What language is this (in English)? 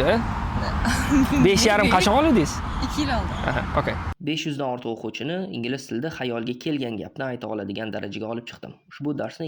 Uzbek